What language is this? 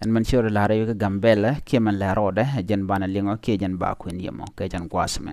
Nuer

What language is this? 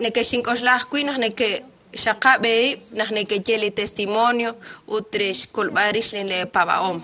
Kekchí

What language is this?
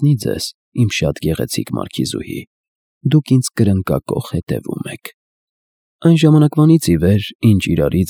Armenian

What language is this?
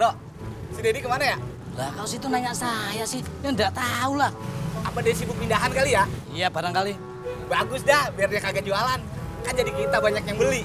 Betawi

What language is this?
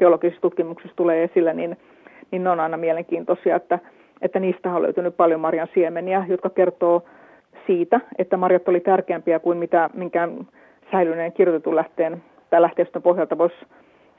Finnish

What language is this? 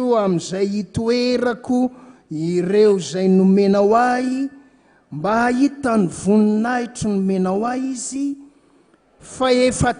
Malagasy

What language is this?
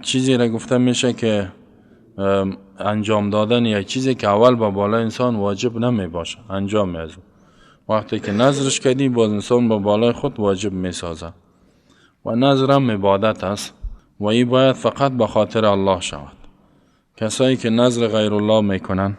Persian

